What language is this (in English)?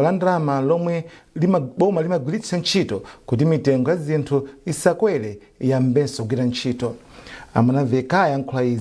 Nyanja